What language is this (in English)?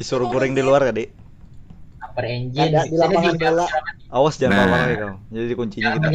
Banjar